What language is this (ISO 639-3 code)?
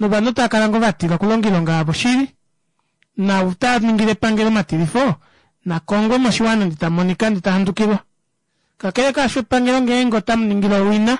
kua